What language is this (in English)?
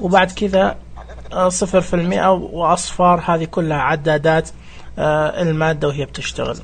Najdi Arabic